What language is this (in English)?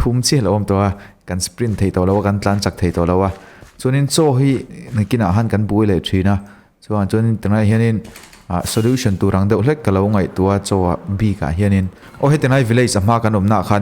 Mizo